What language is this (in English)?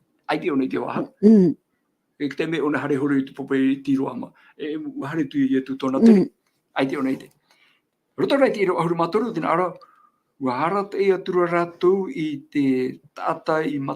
Tahitian